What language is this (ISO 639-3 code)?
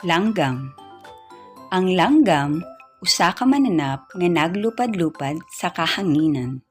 ceb